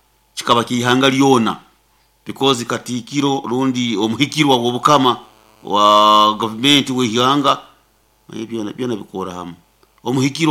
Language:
Nyoro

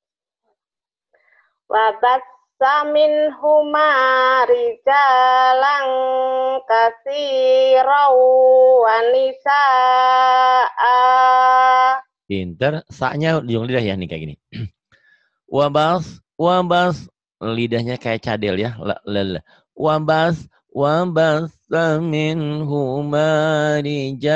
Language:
Indonesian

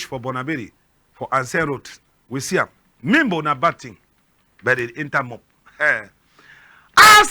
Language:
Cameroon Pidgin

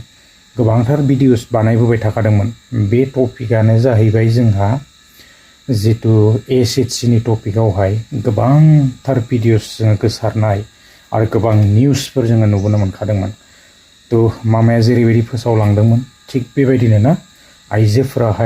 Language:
Bodo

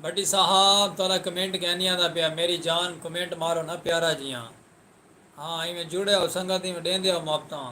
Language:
Saraiki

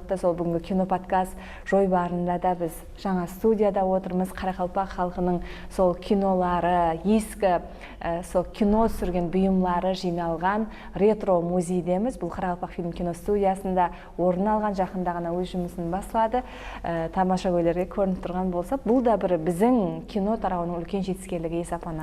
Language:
Kara-Kalpak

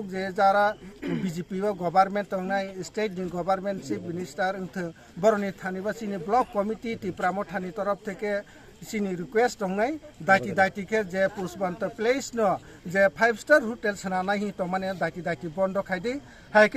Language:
Kok Borok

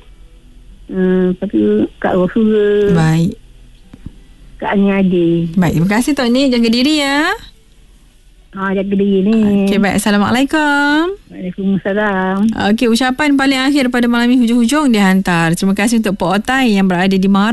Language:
Malay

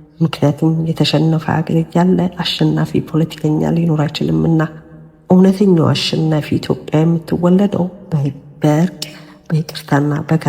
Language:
Amharic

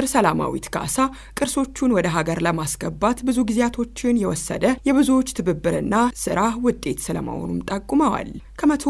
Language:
Amharic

